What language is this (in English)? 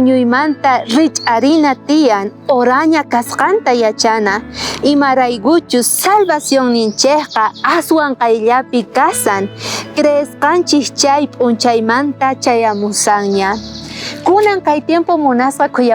South Bolivian Quechua